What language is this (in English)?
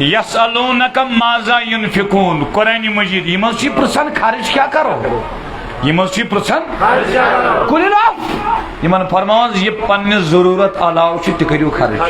Kashmiri